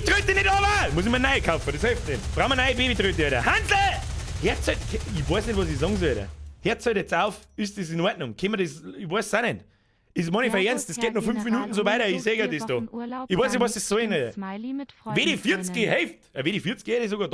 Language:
Bavarian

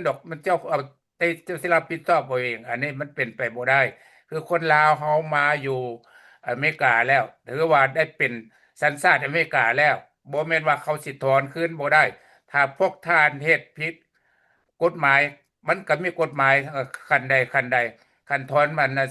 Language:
Lao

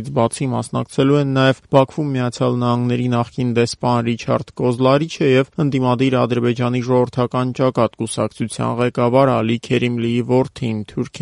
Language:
Armenian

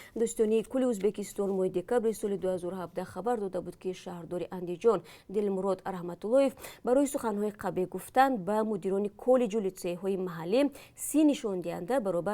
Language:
Tajik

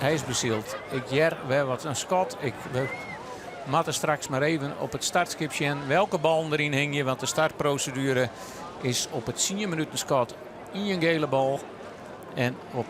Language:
Western Frisian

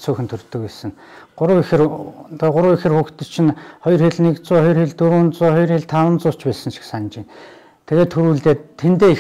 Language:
Mongolian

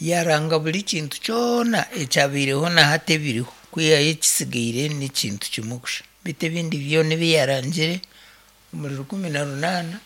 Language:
Nyankole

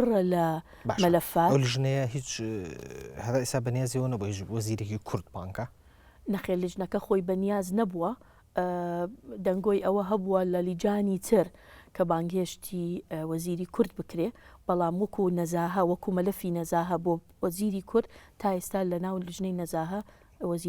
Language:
Central Kurdish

